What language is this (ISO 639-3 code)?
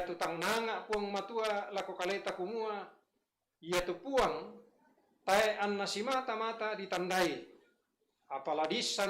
sda